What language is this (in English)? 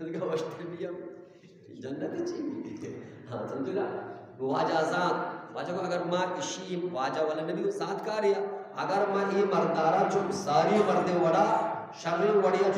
Eastern Balochi